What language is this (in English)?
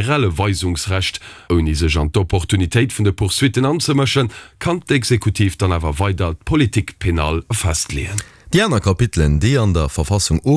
Luxembourgish